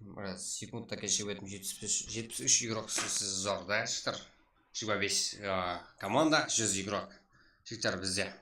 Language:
Kara-Kalpak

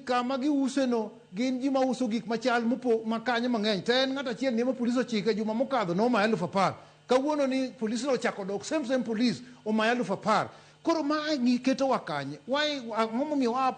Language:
Luo (Kenya and Tanzania)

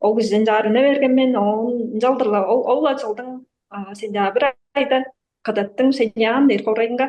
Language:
Tuvinian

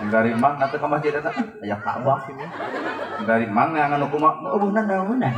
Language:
Sundanese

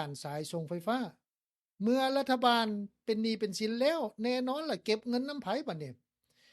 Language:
Lao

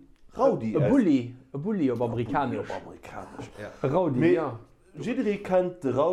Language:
Luxembourgish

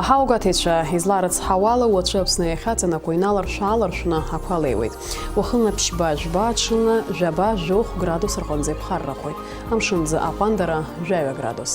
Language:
Abkhazian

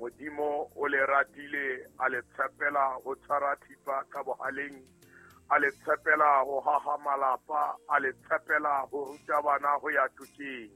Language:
Southern Sotho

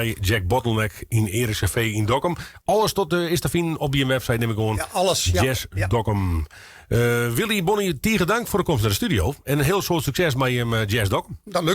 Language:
Western Frisian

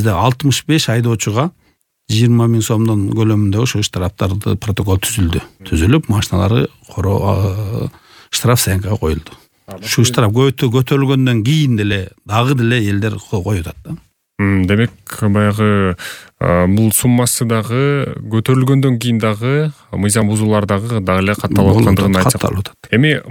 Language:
Kyrgyz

